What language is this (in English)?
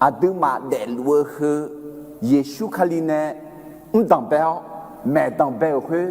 Akha